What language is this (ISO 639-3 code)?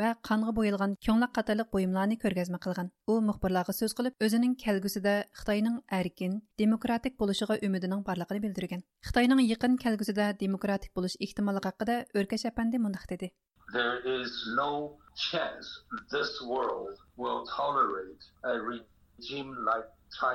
uig